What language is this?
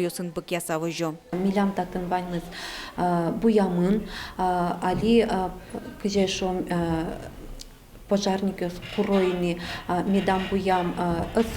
Udmurt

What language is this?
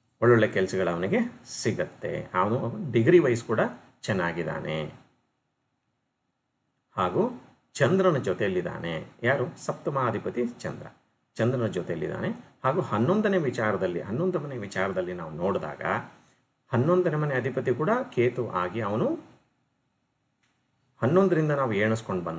Kannada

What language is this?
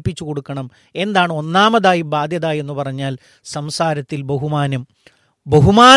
Malayalam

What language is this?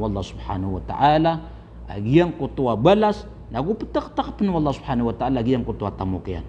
Maranao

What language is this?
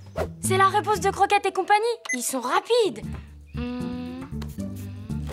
French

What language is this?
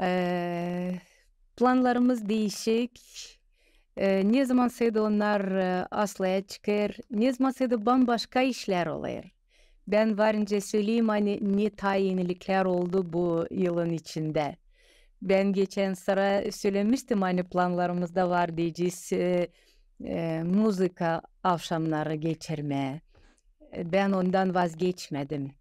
Gagauz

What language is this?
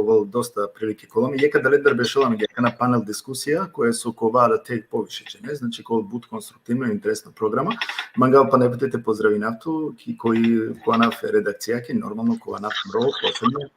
Balkan Romani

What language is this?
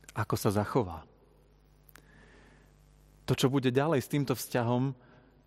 Slovak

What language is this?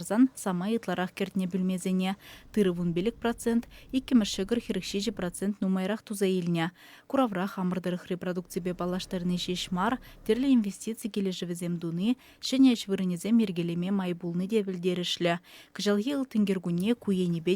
Chuvash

